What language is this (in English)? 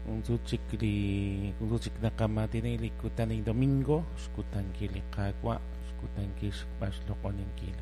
Kekchí